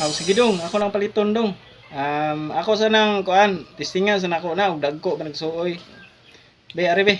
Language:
Cebuano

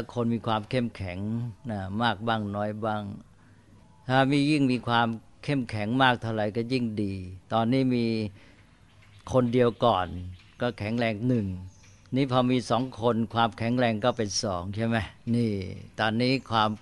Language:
Thai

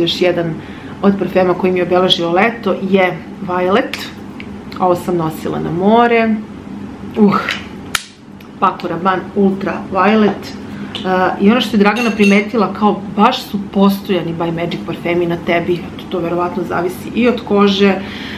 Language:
Serbian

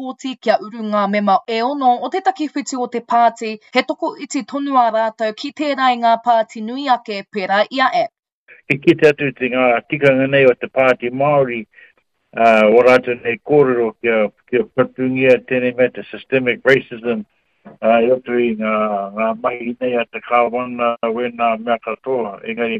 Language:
Māori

